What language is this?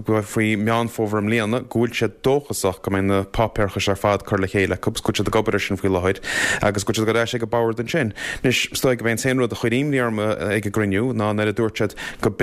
Irish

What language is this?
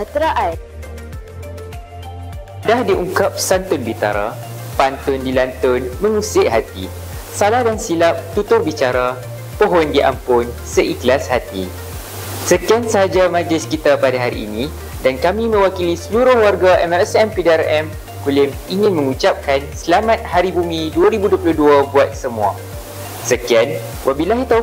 Malay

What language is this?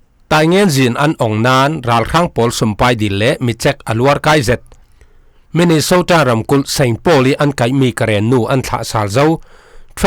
Falam Chin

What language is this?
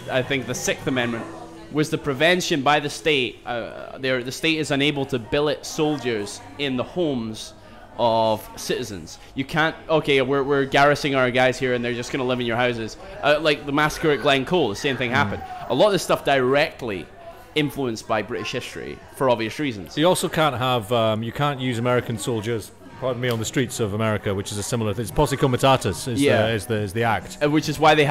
English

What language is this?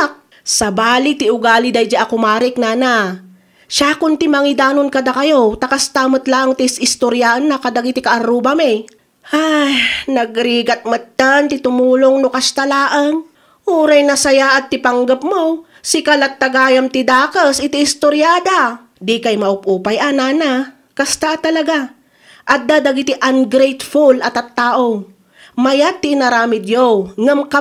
Iloko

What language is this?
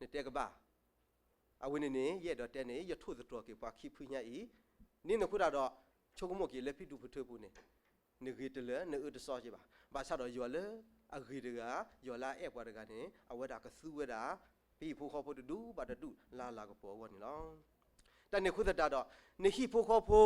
S'gaw Karen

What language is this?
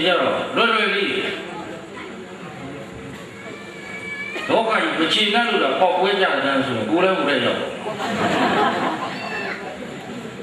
Burmese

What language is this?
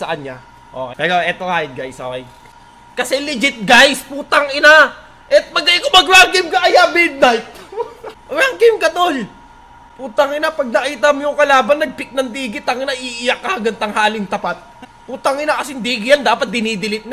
Filipino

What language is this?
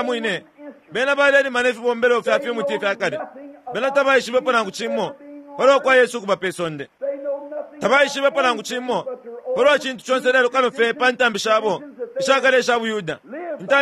Bemba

